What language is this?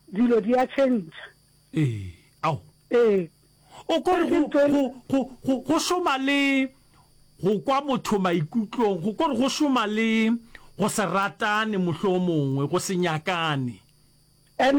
Northern Sotho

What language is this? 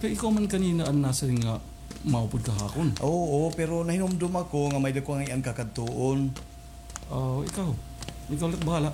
Waray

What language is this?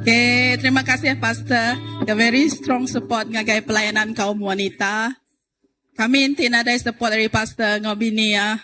Iban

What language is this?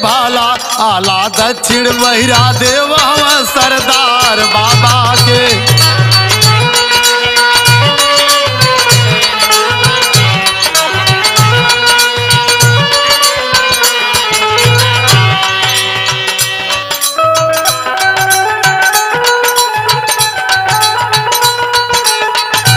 Bhojpuri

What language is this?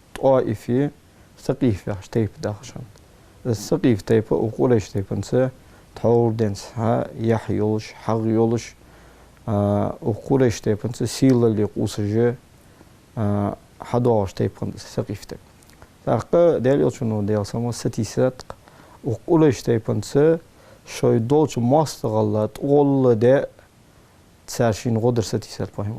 Ingush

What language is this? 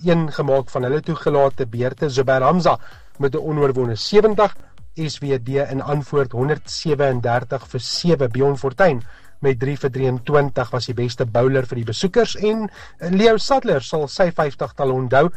Afrikaans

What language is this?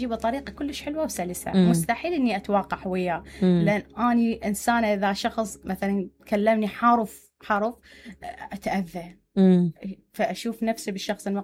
Mesopotamian Arabic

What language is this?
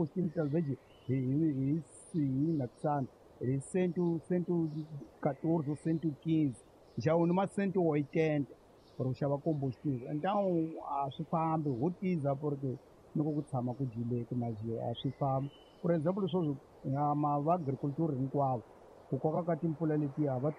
Tsonga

